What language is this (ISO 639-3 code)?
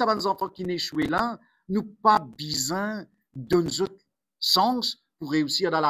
mfe